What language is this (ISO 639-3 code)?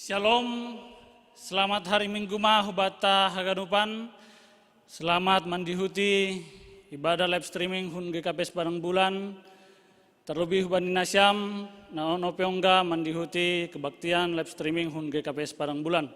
bts